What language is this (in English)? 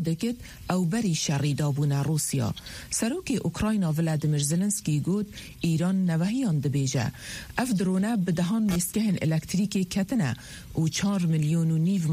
Kurdish